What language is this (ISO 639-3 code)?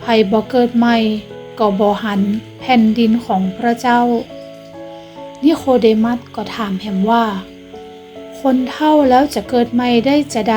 nod